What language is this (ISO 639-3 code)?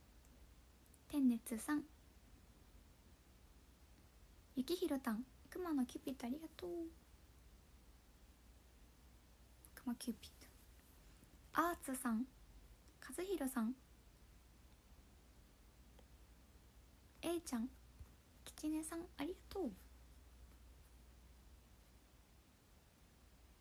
jpn